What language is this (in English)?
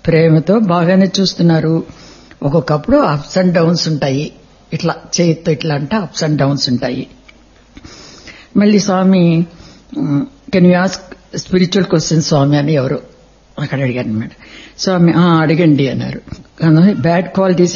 Telugu